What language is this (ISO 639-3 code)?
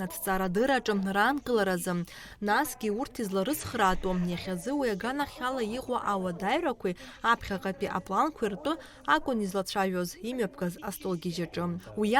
abk